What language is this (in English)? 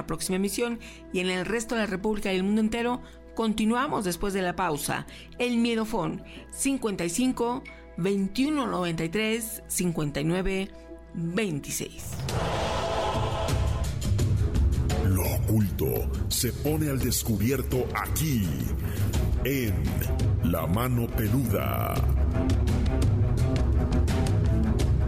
Spanish